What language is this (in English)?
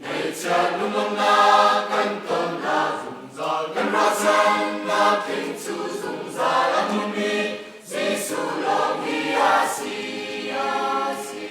Hakha Chin